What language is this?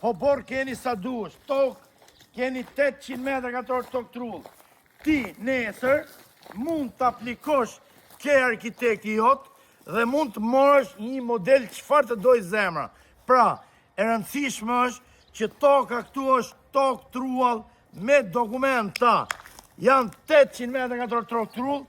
Albanian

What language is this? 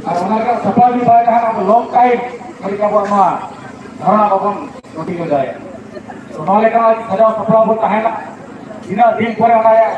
Santali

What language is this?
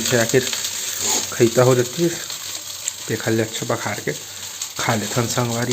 Chhattisgarhi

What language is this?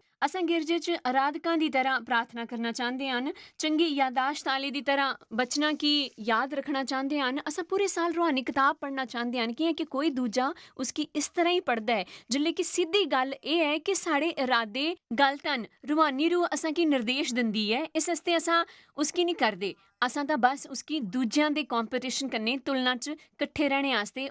Dogri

